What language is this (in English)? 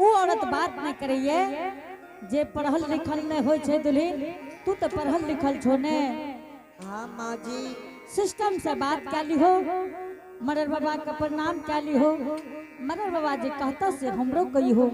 Angika